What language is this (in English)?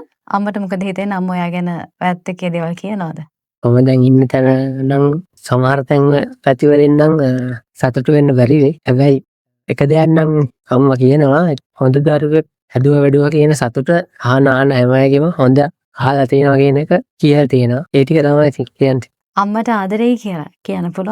Sinhala